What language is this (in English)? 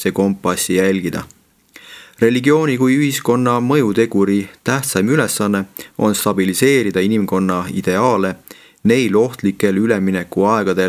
Estonian